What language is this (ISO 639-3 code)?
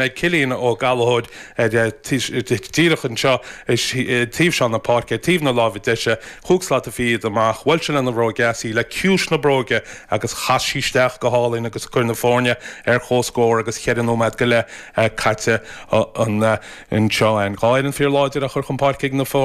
gle